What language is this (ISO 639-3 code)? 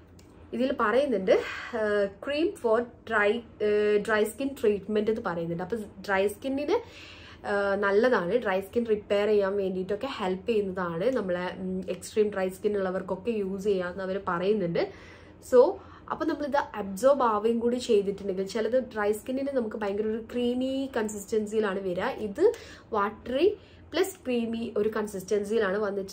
mal